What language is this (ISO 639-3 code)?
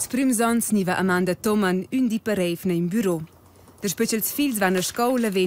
roh